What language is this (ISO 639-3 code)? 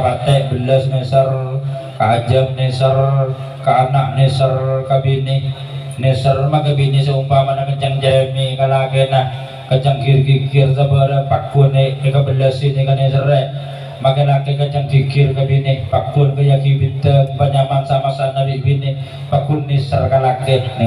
mad